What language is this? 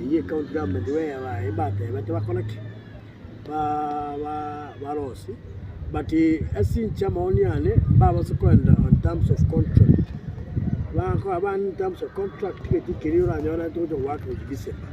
Gusii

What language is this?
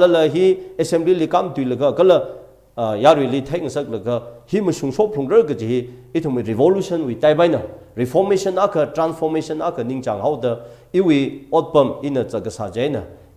Tangkhul Naga (India)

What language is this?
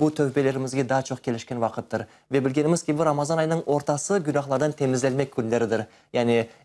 Crimean Tatar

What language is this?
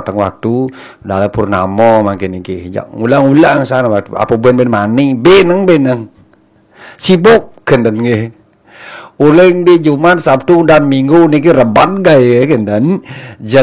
Balinese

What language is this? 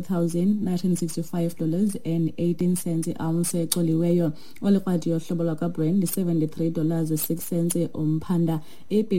Xhosa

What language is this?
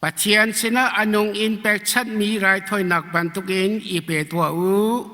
Hakha Chin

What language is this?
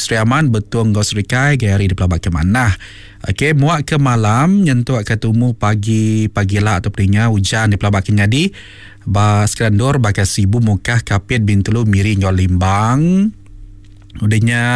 Iban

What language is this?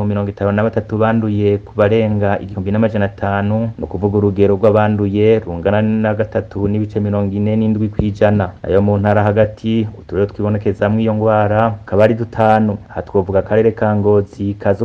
Rundi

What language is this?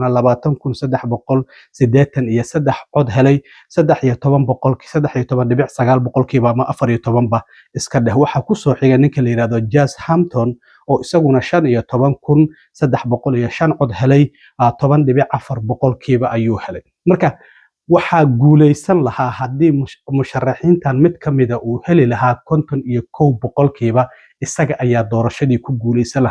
Somali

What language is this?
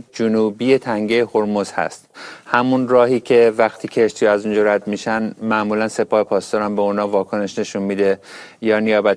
Persian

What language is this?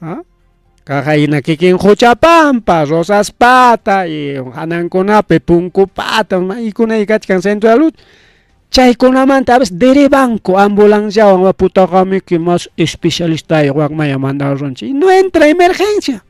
Ayacucho Quechua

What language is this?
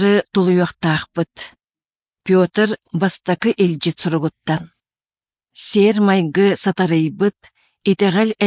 Yakut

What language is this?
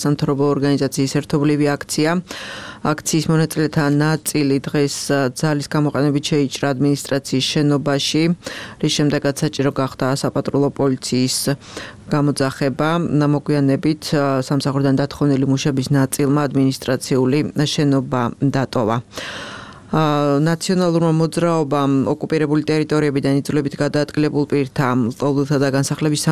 Georgian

